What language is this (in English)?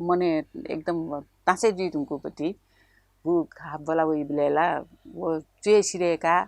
Newari